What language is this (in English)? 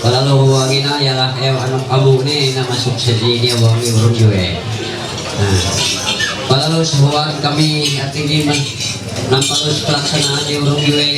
Ma'anyan